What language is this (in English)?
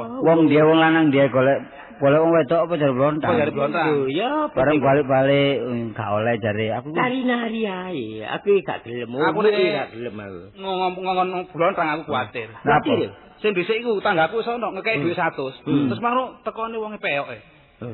Javanese